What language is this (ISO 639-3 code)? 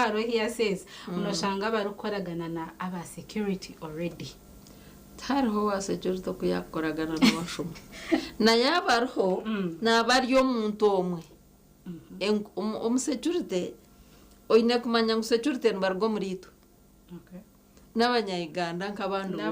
nyn